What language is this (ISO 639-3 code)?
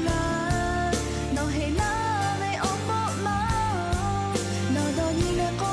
lhu